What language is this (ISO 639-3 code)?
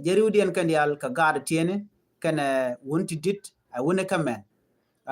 nus